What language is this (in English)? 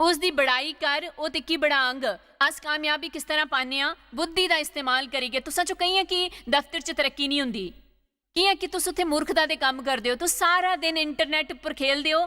Dogri